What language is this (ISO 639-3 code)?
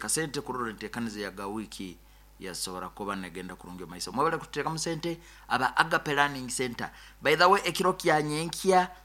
nyo